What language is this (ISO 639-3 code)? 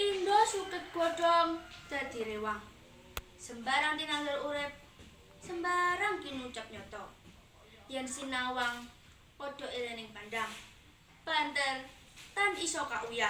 jav